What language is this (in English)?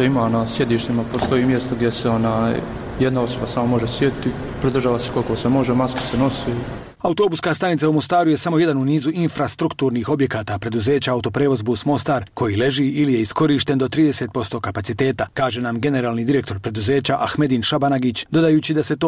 Bosnian